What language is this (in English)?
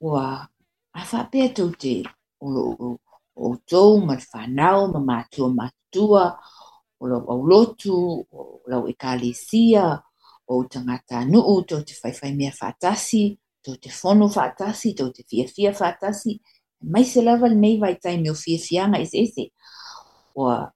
Samoan